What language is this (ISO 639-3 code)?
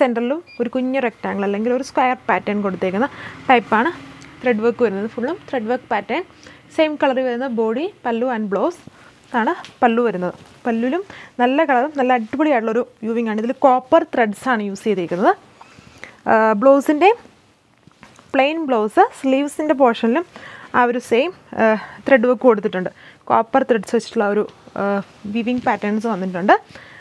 mal